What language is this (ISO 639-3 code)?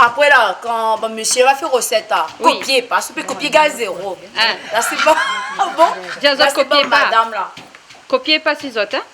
rcf